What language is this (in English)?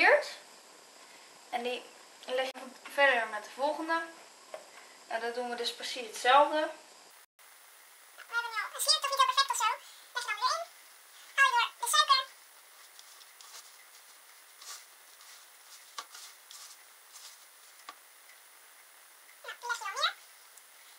Dutch